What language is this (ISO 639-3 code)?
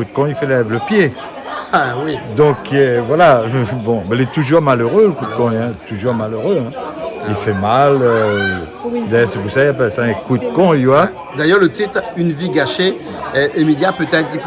rcf